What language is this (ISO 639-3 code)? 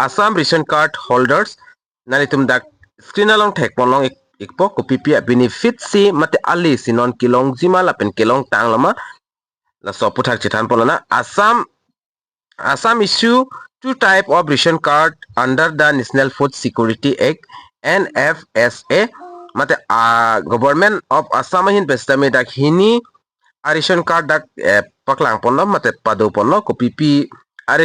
mjw